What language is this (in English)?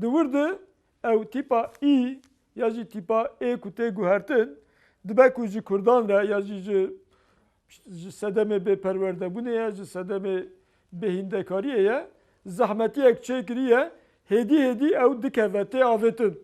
Kurdish